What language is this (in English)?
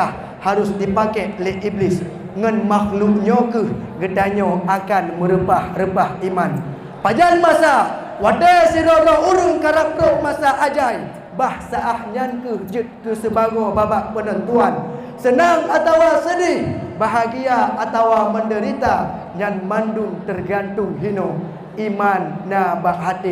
Achinese